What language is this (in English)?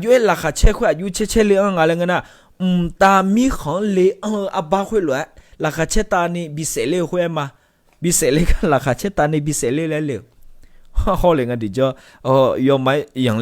Akha